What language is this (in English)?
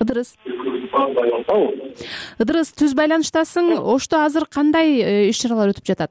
Kyrgyz